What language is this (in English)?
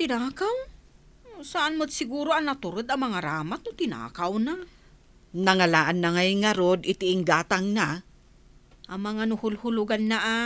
Iloko